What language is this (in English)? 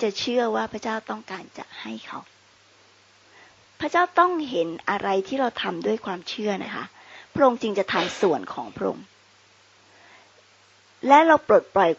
Thai